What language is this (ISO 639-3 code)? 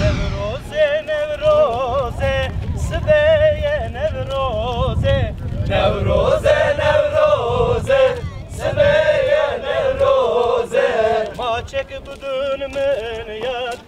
zza